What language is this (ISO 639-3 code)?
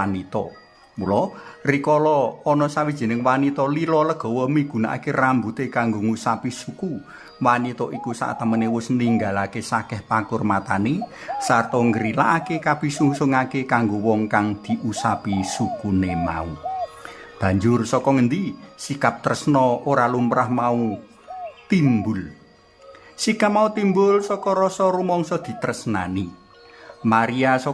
jav